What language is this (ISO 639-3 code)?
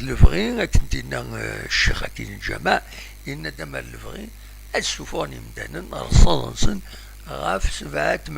kab